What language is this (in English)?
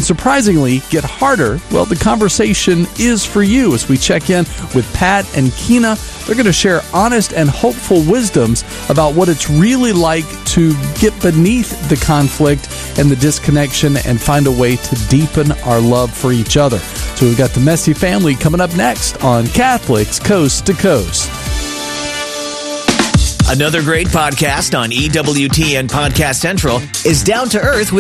English